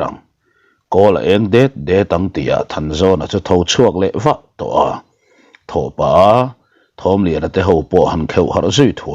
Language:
Mizo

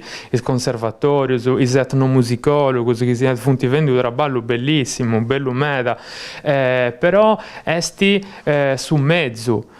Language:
Sardinian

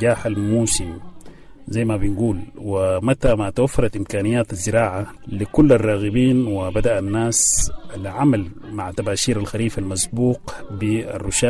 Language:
Sudanese Arabic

